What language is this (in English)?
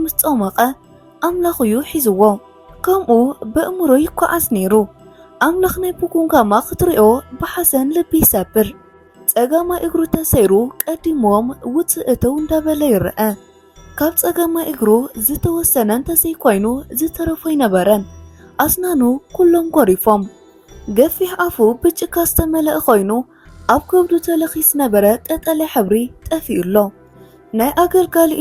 Tigrinya